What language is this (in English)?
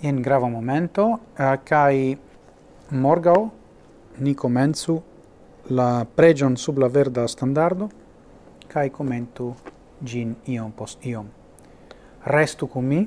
Esperanto